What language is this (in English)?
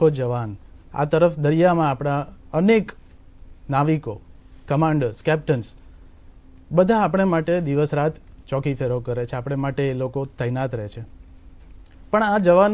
Gujarati